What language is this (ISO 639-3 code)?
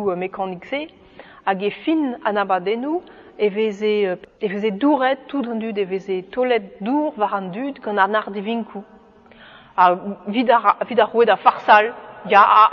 bre